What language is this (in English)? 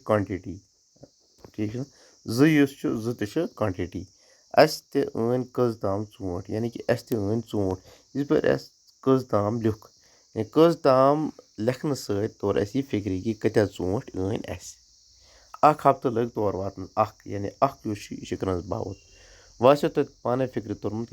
Kashmiri